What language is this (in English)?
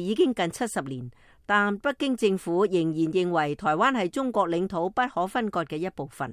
Cantonese